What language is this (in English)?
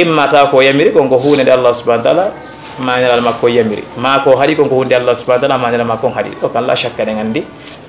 Fula